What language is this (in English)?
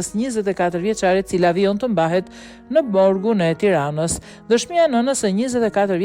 Albanian